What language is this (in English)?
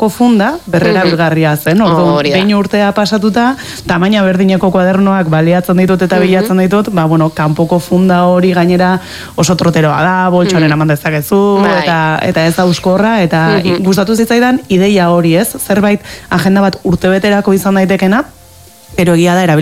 Basque